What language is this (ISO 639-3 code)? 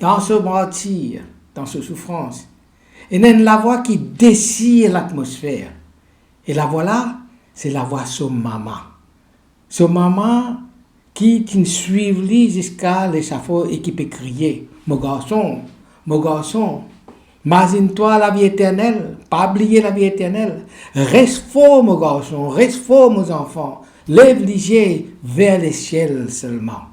mfe